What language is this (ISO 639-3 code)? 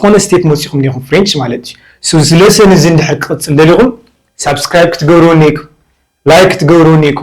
tir